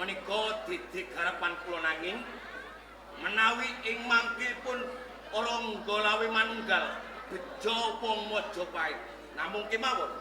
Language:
Javanese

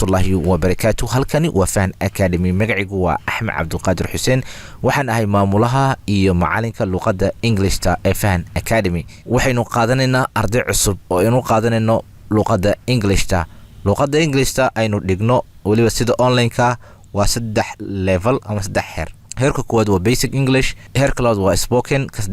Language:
Somali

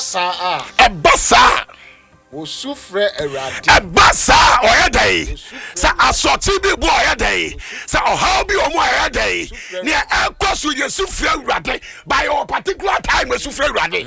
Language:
Akan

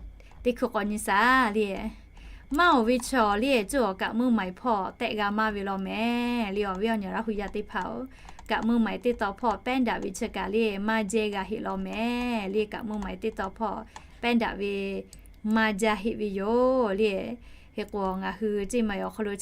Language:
Lahu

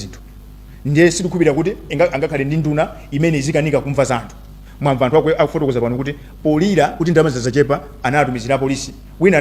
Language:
Nyanja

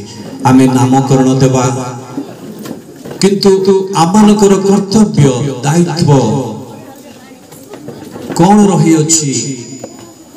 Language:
Odia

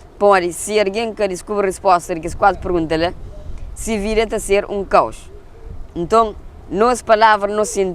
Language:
Kabuverdianu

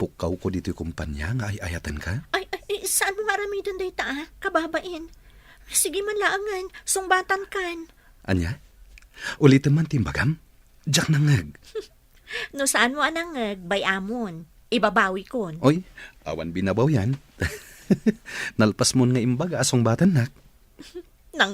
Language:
Iloko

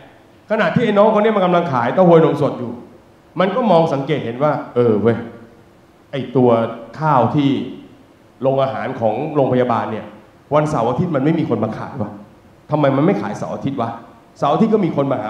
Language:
Thai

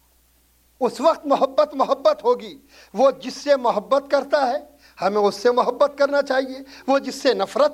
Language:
Urdu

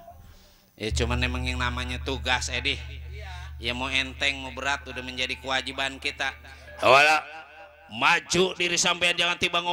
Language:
Betawi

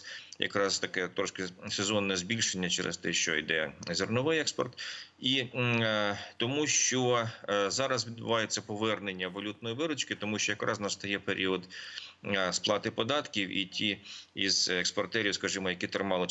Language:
Ukrainian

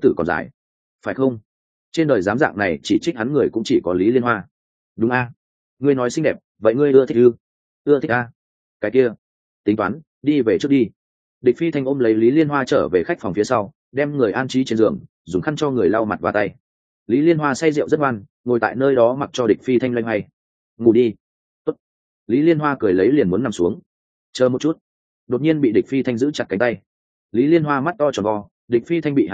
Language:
Vietnamese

